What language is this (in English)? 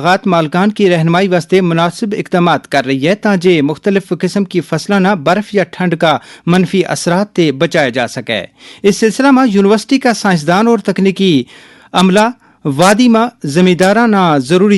Gujari